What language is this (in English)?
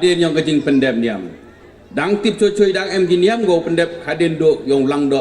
Pnar